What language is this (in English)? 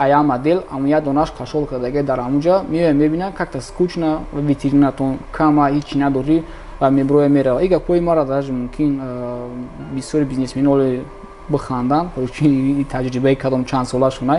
Tajik